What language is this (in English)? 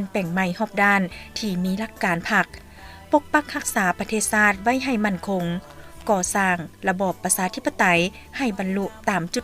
Lao